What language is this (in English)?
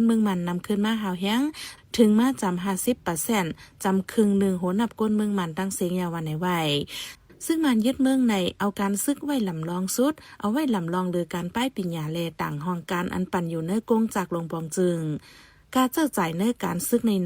Shan